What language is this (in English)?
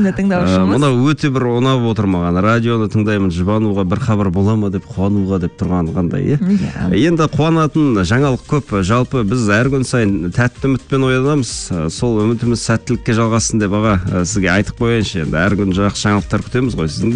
Kazakh